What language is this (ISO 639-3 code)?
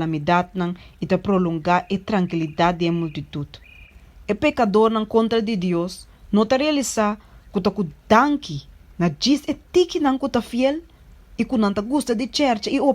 pap